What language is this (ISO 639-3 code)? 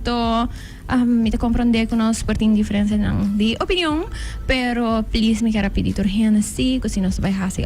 pap